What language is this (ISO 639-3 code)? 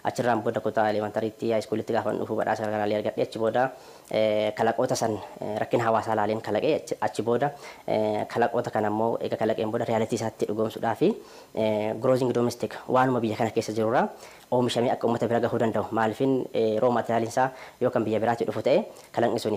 orm